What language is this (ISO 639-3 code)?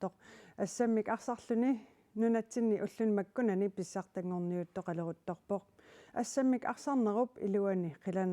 kal